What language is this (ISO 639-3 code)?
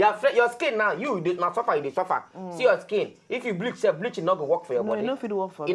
pcm